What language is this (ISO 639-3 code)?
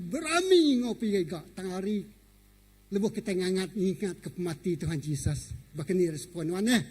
iba